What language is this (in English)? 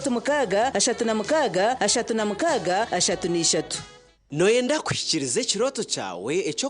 Nyankole